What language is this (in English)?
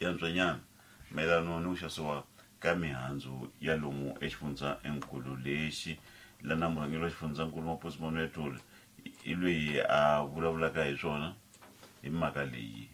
Tsonga